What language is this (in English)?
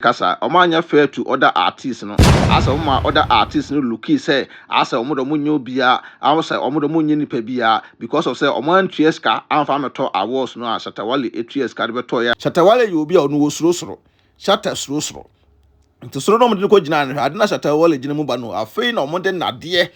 Akan